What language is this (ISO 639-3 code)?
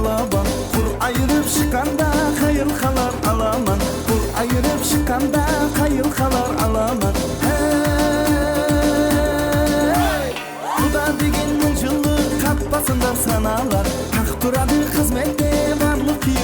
kaa